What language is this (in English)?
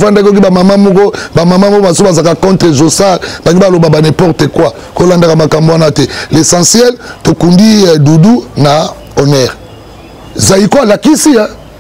Lingala